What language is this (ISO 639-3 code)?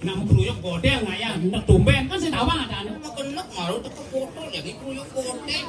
ban